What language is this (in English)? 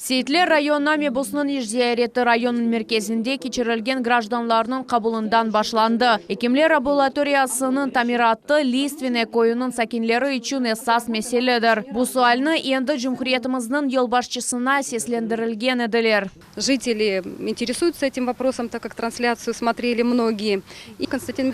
Crimean Tatar